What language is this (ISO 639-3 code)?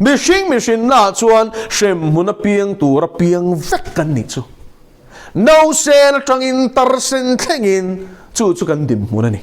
lus